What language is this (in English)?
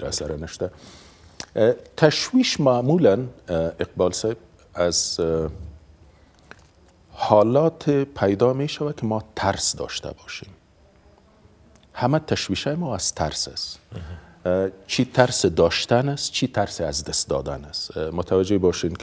Persian